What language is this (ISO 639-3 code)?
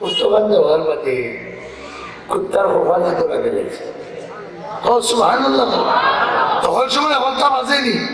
syl